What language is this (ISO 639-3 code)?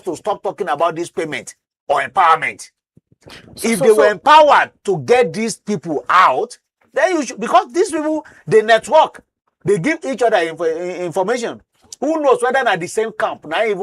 pcm